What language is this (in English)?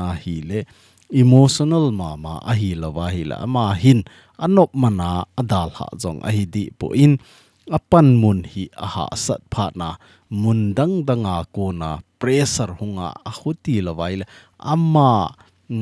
Thado Chin